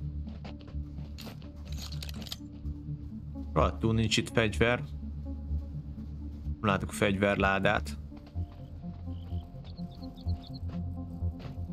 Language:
Hungarian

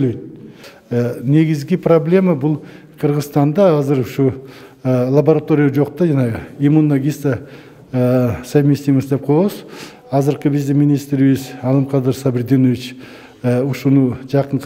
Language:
Kyrgyz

